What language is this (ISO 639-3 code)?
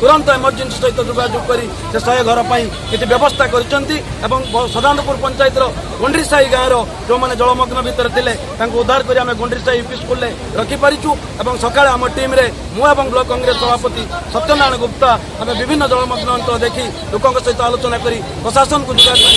ori